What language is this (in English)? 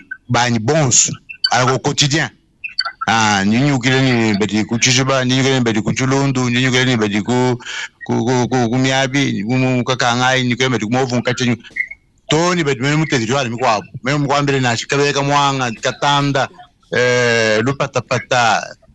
Luba-Lulua